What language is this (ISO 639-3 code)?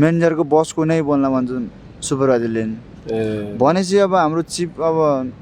nep